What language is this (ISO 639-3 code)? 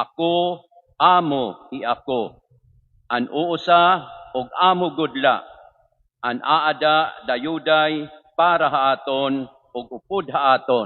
war